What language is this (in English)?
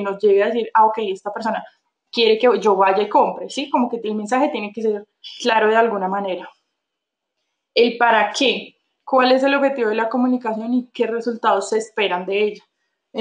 Spanish